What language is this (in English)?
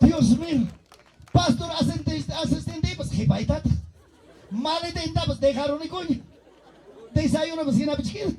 Ayacucho Quechua